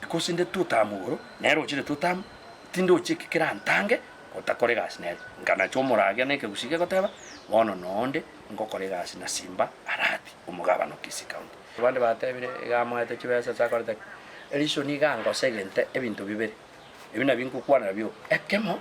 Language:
Gusii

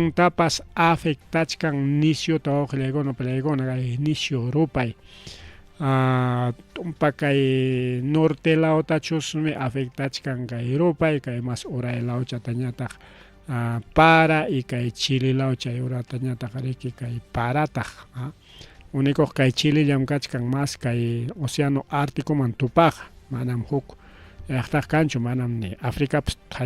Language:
Ayacucho Quechua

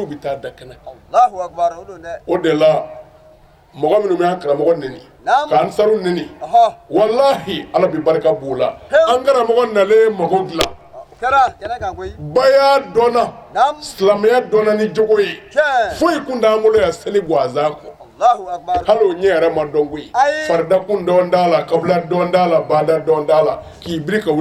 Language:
Bambara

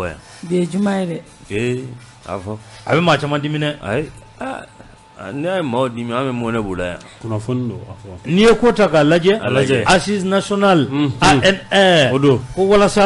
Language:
Bambara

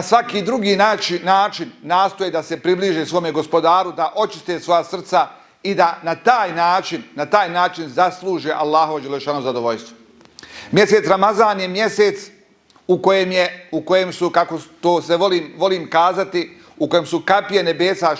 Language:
Bosnian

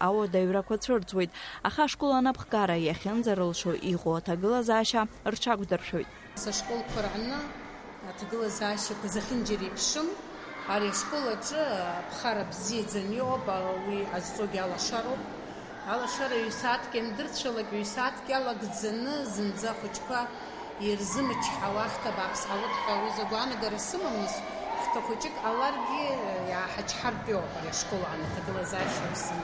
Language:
Abkhazian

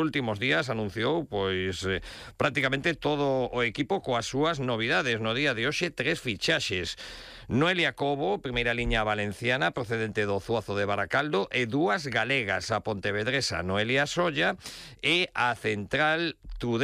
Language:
Galician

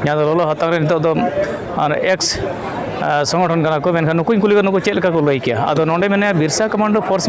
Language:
Santali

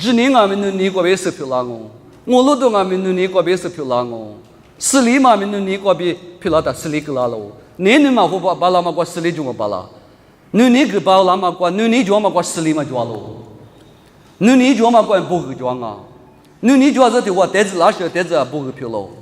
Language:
Lisu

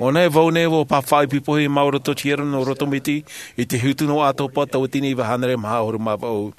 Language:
Tahitian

